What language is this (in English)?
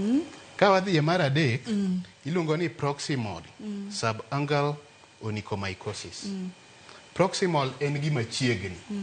Luo (Kenya and Tanzania)